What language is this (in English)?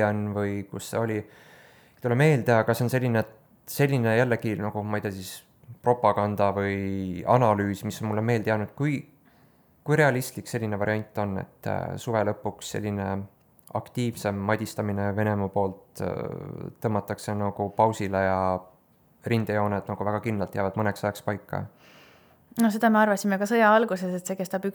Estonian